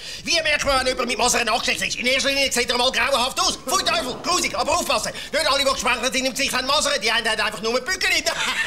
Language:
Swiss German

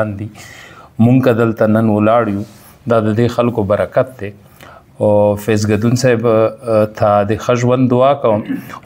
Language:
Pashto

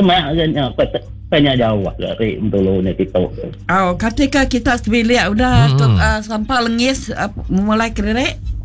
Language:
Iban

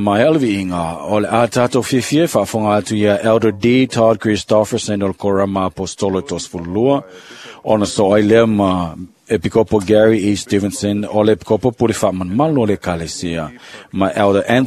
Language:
Samoan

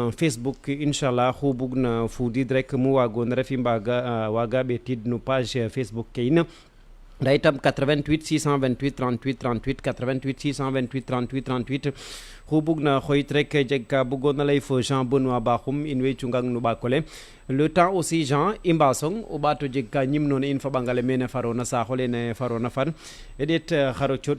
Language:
Serer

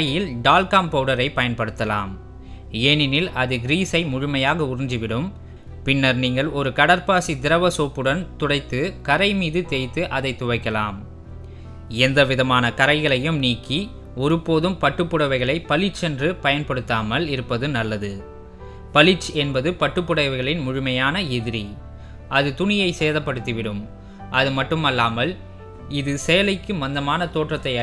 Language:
Tamil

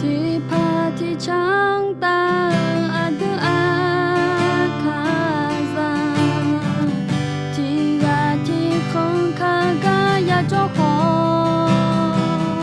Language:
Akha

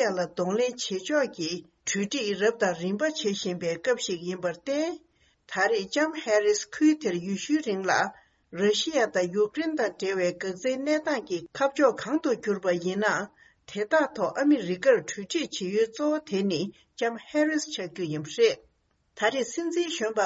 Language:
Tibetan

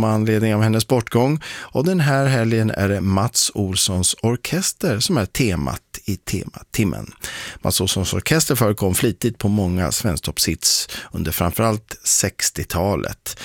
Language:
Swedish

